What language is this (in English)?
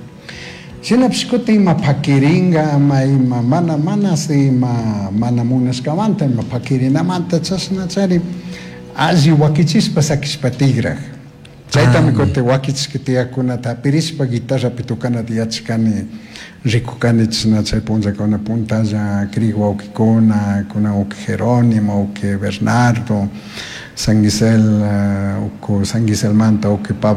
Chimborazo Highland Quichua